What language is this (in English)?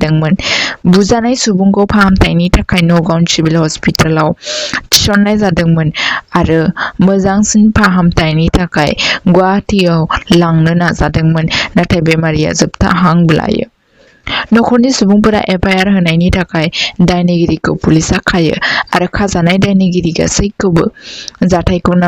Bodo